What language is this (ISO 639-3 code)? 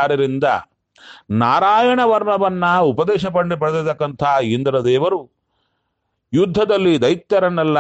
kan